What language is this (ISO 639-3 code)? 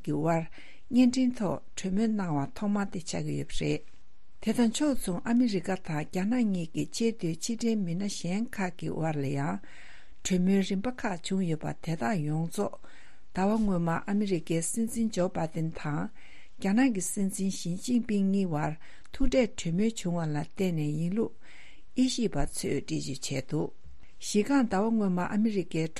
bod